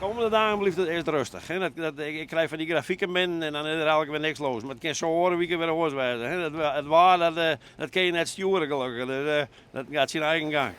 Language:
Western Frisian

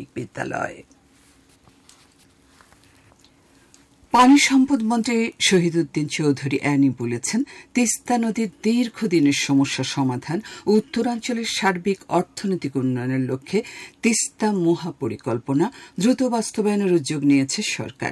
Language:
Bangla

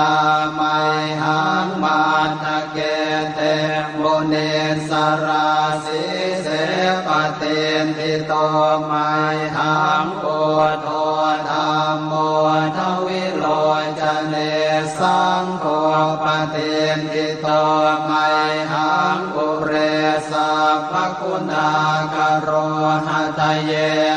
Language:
Pali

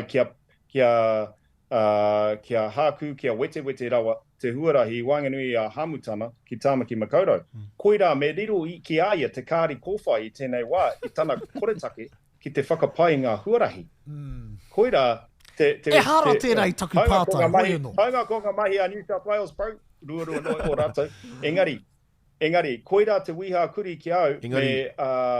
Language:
Māori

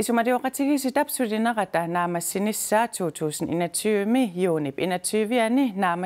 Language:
Kalaallisut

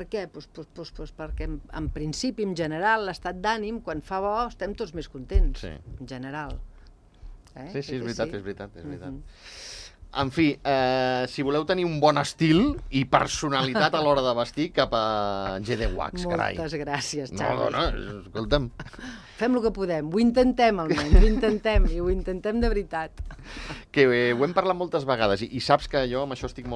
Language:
Catalan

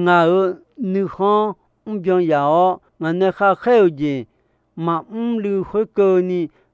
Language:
Akha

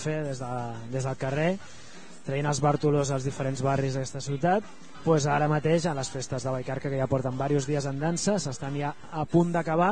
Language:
Catalan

